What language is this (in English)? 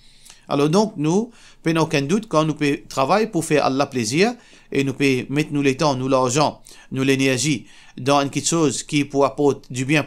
Morisyen